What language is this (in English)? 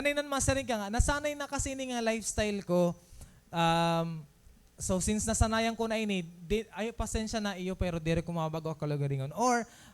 Waray